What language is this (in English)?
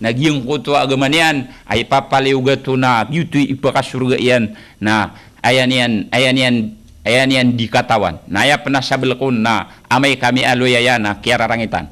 Maranao